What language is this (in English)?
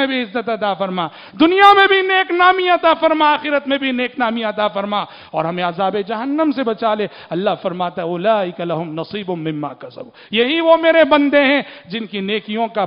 Urdu